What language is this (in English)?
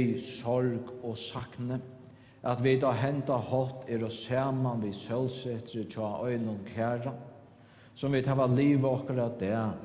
Faroese